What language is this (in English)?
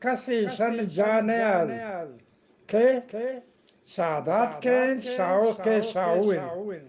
Eastern Balochi